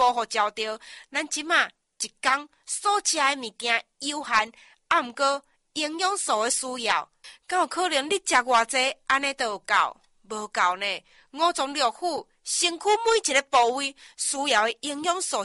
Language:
Min Nan Chinese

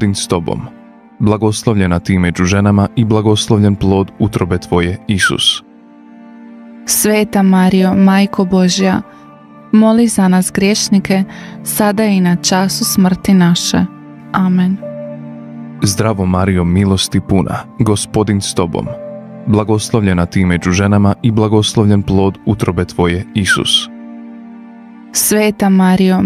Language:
Croatian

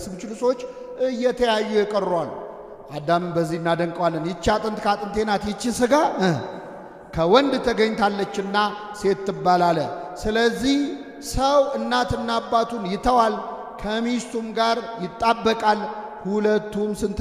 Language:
Amharic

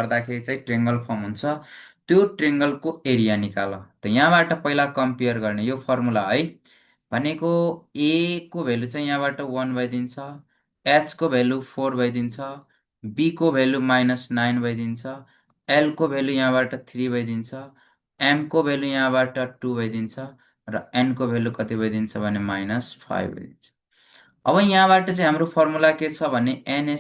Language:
Nepali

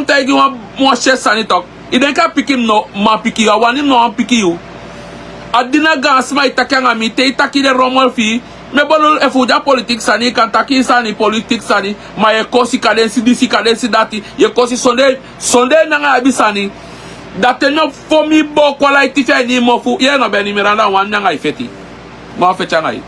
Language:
Sranan Tongo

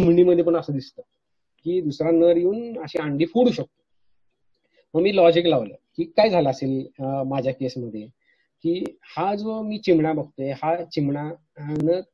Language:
Marathi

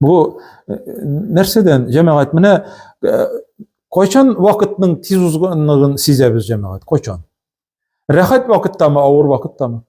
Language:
Tatar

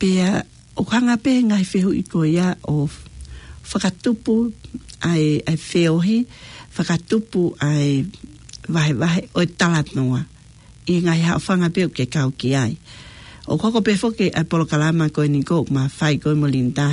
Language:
Tongan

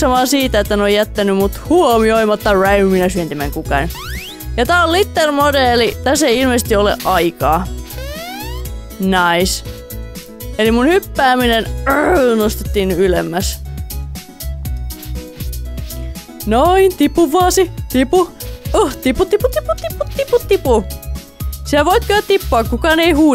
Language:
Finnish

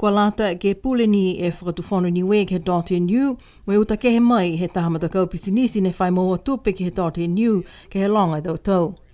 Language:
Niuean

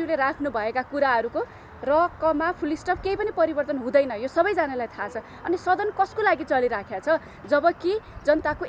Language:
Nepali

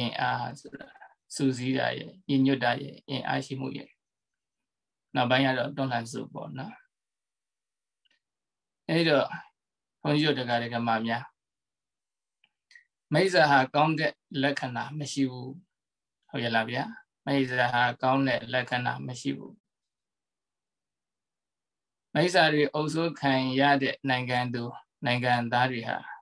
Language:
Burmese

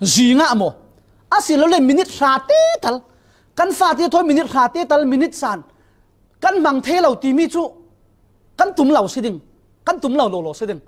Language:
Falam Chin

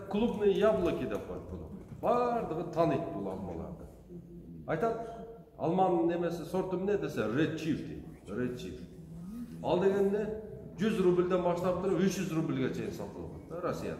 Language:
Kyrgyz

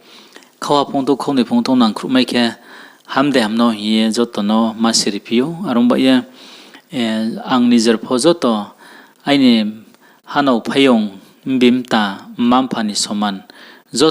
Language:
Riang (India)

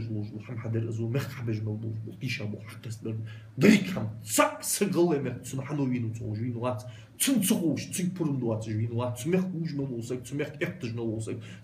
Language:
Ingush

